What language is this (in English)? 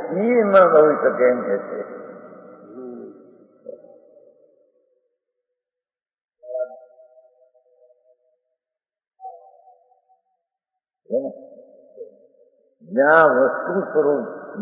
Gujarati